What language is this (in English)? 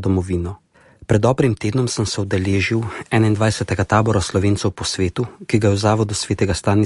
Slovenian